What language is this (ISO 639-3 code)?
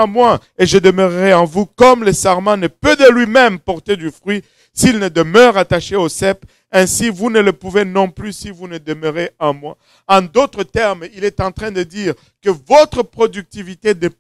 fra